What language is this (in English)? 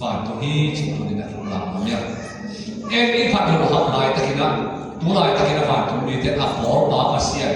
Tedim Chin